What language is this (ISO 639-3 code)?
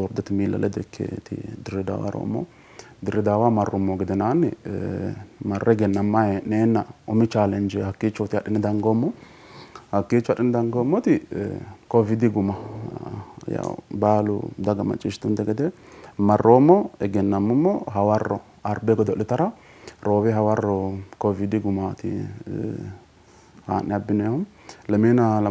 sid